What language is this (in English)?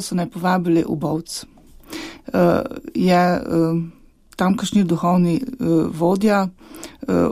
Slovenian